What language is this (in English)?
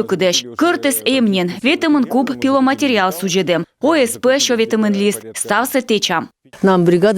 Komi